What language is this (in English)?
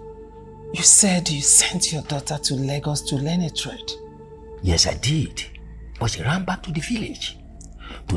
Nigerian Pidgin